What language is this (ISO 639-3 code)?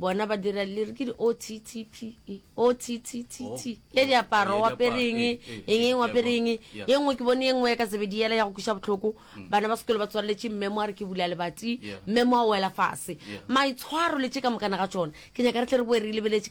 nso